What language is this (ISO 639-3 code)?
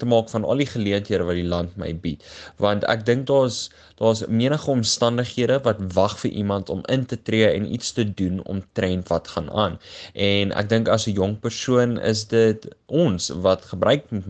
afr